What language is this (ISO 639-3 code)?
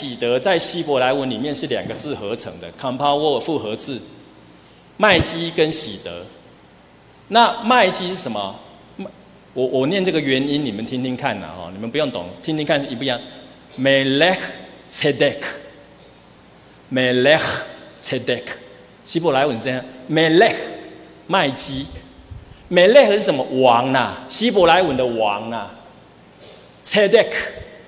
zho